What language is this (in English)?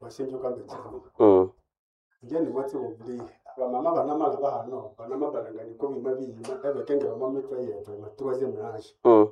Nande